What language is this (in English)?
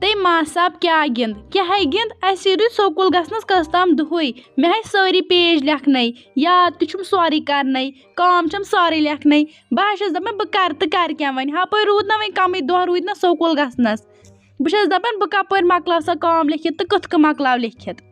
Kashmiri